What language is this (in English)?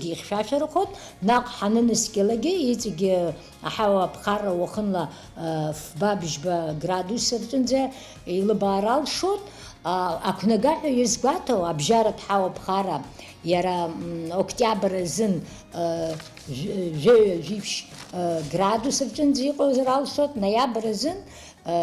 Abkhazian